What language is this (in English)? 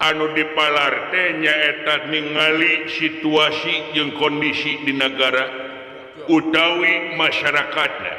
Sundanese